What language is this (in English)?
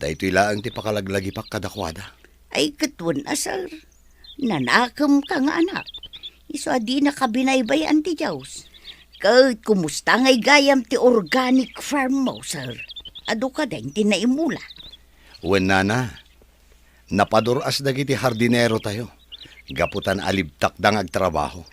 Iloko